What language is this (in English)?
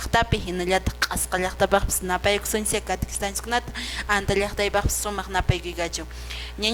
Quechua